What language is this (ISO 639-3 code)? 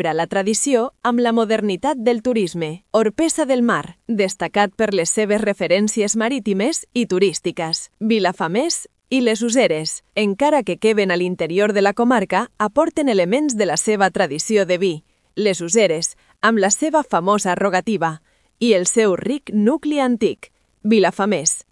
cat